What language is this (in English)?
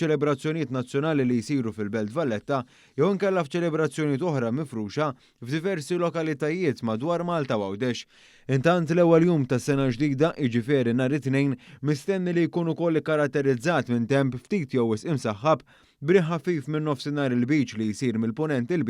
Maltese